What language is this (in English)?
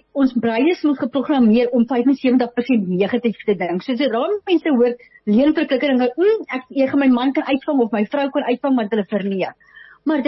Afrikaans